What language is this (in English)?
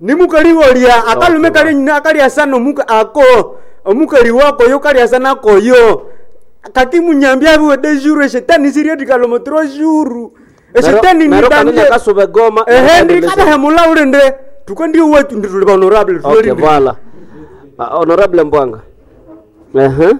Nande